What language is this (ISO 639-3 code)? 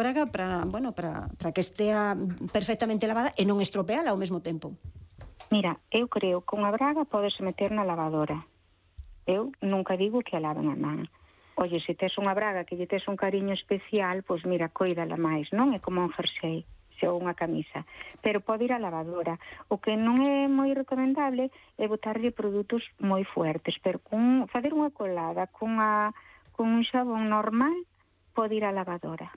glg